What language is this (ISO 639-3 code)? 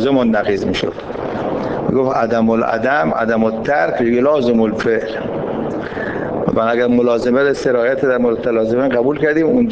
fas